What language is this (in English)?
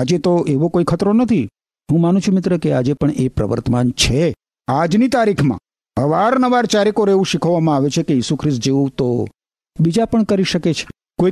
Gujarati